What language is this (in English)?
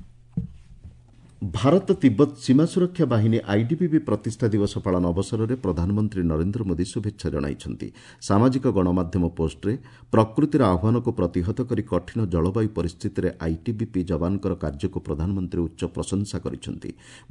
Odia